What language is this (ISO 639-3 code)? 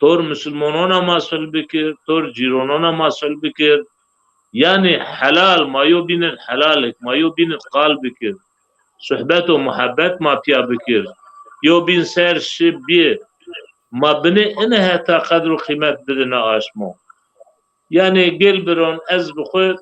zza